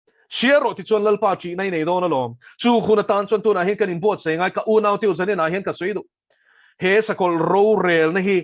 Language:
Mizo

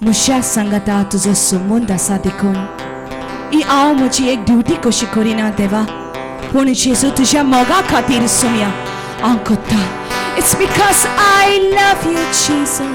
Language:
Konkani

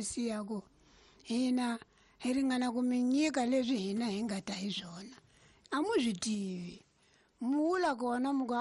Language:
Tsonga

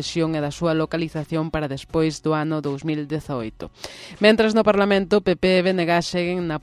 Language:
Galician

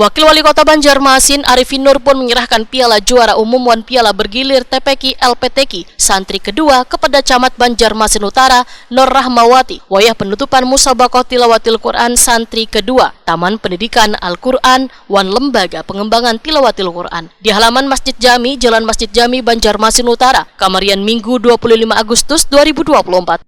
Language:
Banjar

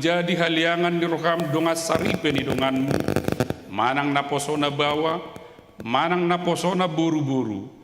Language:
Batak Toba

